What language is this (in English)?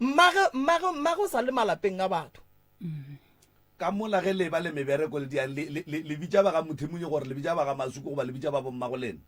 Northern Sotho